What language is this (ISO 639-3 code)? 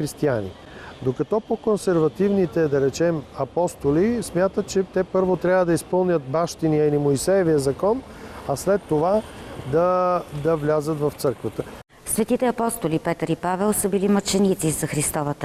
bul